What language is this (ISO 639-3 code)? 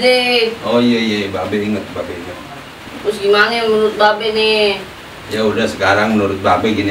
bew